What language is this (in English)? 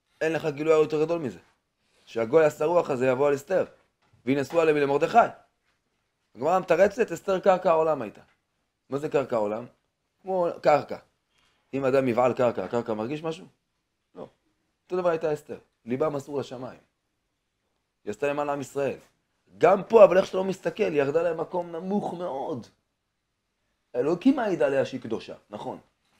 Hebrew